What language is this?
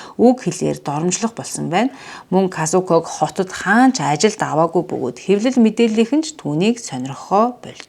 Mongolian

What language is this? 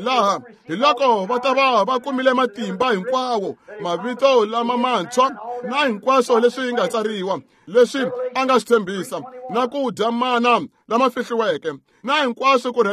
Tsonga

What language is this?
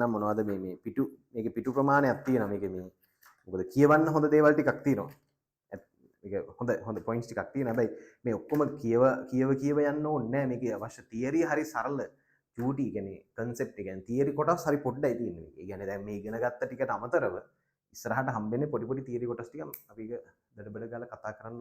Sinhala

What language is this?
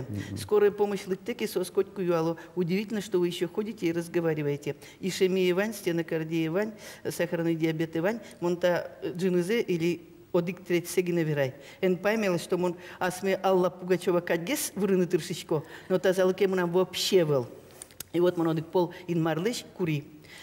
Udmurt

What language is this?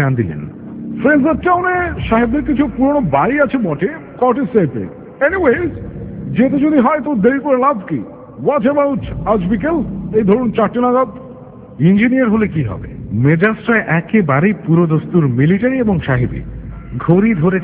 Bangla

